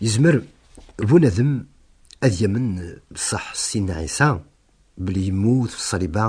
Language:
Kabyle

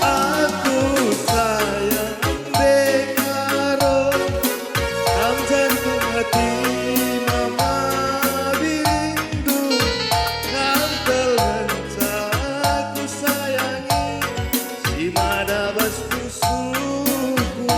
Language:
Batak Karo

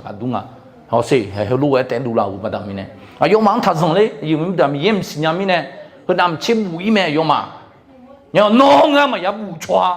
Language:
Akha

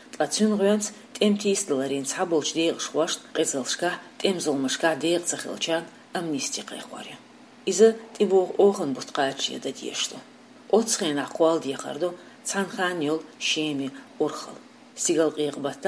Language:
Chechen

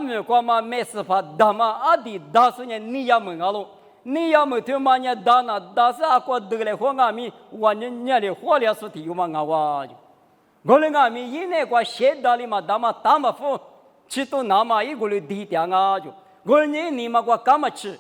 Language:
Lisu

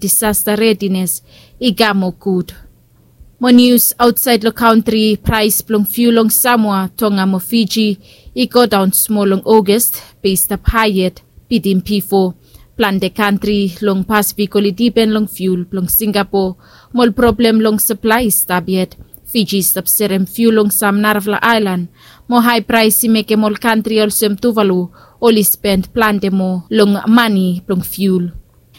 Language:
Bislama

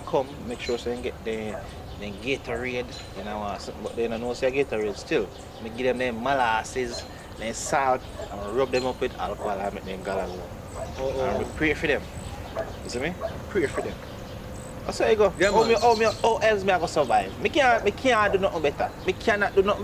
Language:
Jamaican Creole English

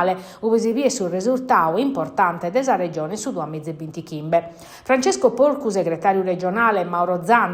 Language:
Sardinian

